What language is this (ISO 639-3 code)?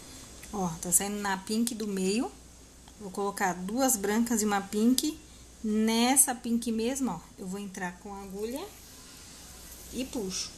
por